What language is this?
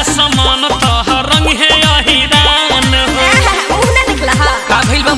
Bhojpuri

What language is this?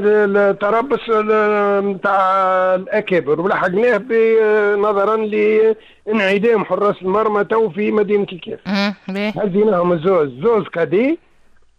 Tunisian Arabic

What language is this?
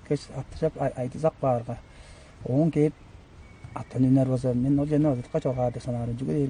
Tuvinian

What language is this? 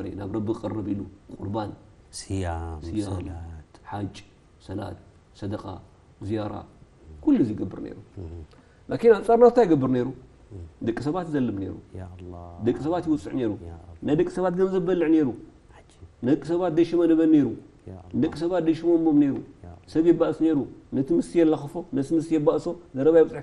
Tigrinya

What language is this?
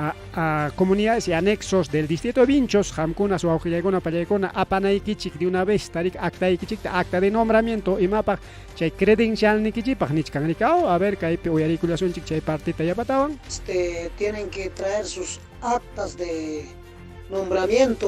Ayacucho Quechua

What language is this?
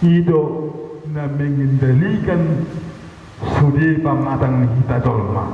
Batak Toba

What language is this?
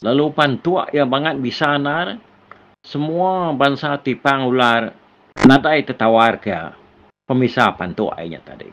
Iban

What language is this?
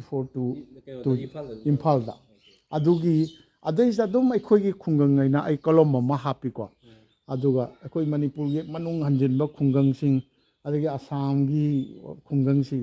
Manipuri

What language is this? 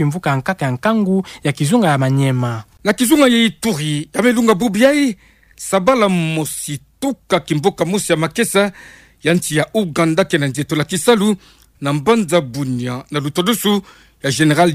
Kituba (Democratic Republic of Congo)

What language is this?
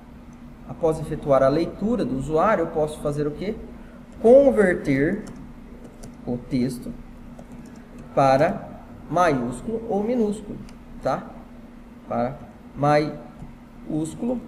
Portuguese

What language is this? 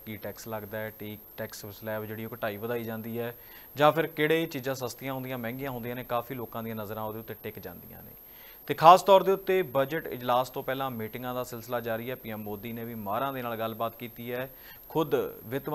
Punjabi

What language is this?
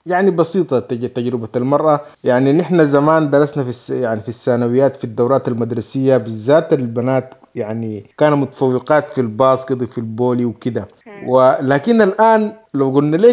Sudanese Arabic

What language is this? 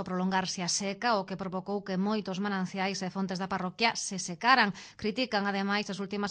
Galician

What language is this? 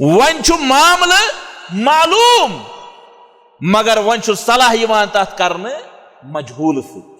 Kashmiri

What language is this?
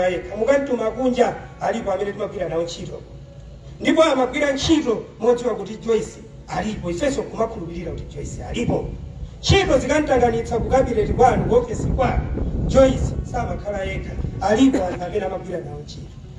Nyanja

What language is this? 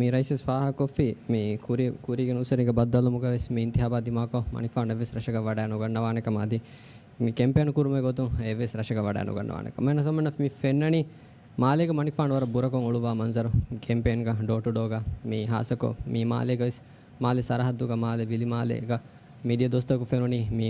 Divehi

